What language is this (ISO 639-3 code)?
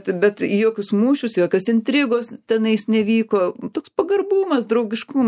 lit